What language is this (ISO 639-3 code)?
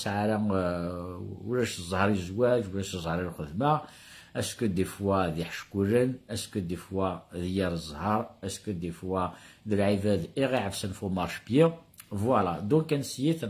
kab